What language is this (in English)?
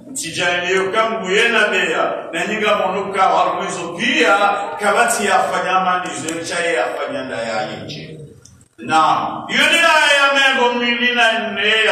Swahili